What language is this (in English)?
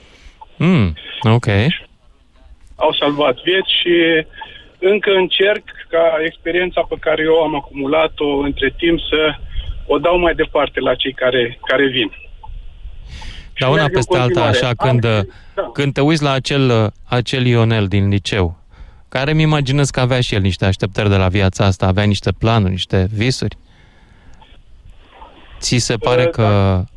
Romanian